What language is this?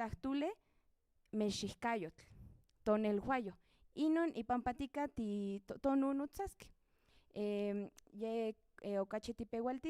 Central Nahuatl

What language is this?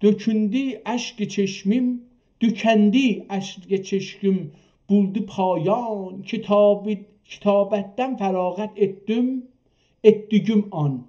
South Azerbaijani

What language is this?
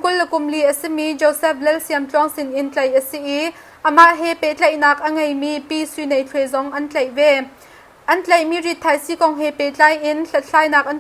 Hakha Chin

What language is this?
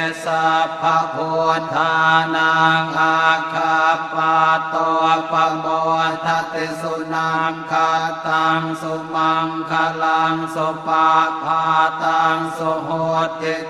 Pali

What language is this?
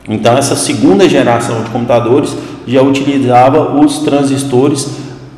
Portuguese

